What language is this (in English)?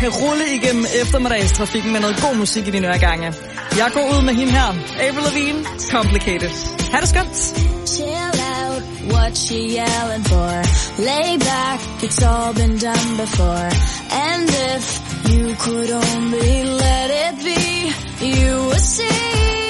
Danish